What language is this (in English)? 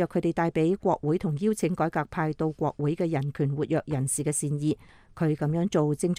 Cantonese